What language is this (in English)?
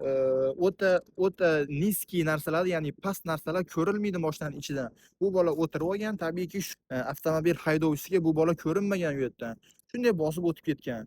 Uzbek